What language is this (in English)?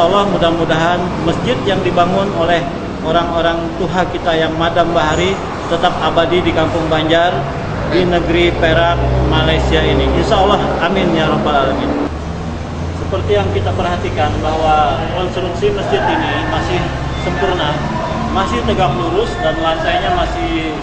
Banjar